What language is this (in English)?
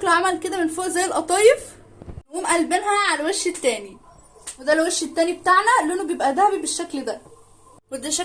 Egyptian Arabic